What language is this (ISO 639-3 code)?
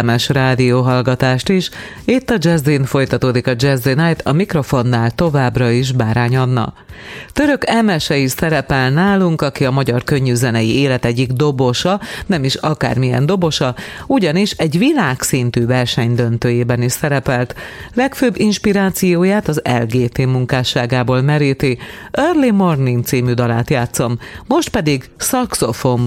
hun